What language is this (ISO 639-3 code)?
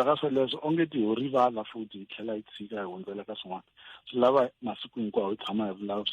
tso